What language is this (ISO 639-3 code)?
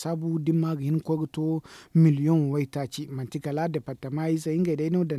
dje